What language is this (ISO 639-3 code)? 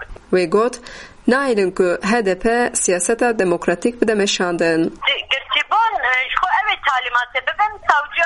kur